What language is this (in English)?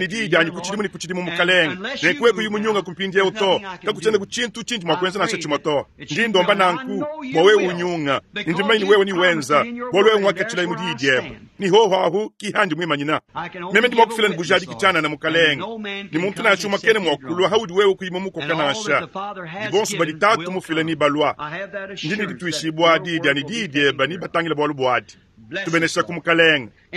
Luba-Lulua